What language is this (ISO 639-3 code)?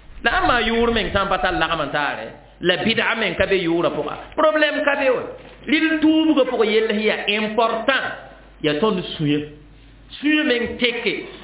mos